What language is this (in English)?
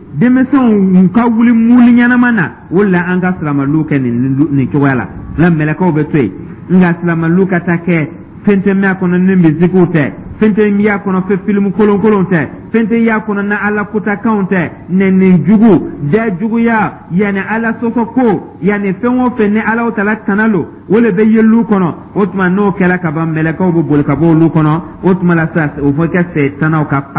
Dyula